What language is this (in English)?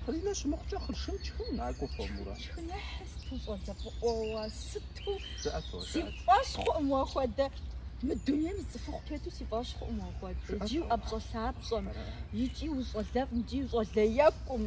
Kabardian